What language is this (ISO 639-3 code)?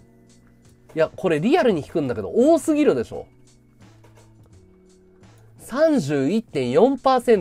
jpn